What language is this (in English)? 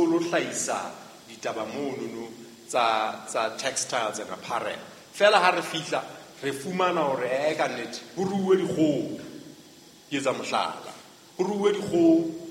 Southern Sotho